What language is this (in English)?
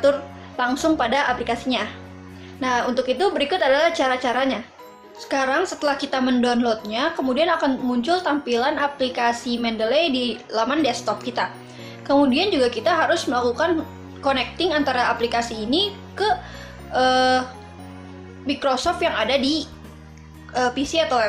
Indonesian